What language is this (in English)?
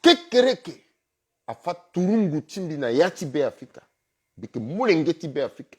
Sango